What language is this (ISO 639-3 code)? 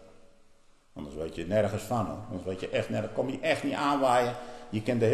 nld